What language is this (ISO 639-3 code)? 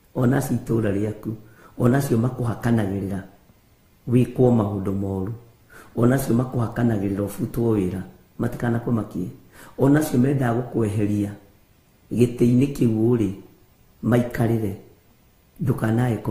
kik